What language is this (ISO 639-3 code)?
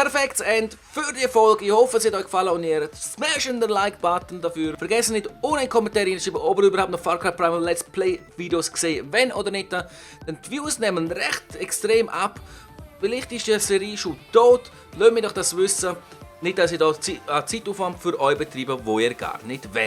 gsw